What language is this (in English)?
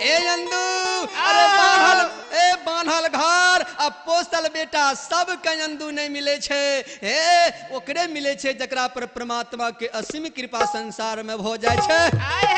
Maithili